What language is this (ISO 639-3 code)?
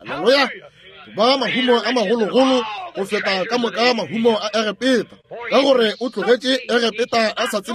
nso